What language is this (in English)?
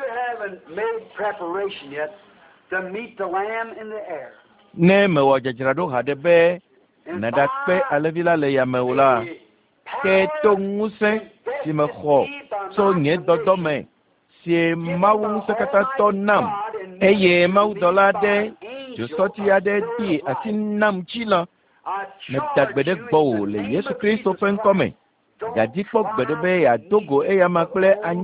Ewe